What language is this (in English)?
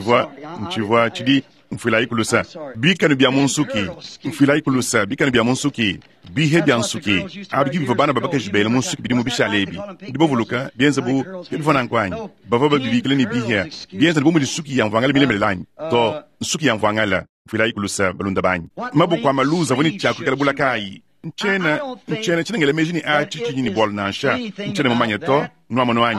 Luba-Lulua